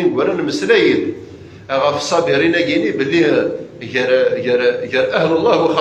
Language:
Kabyle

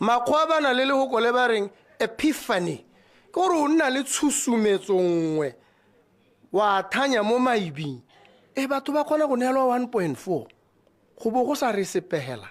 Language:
Tswana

